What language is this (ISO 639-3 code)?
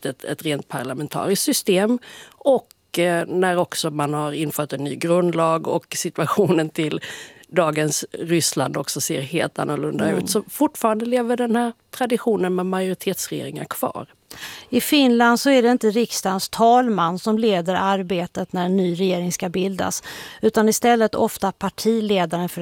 swe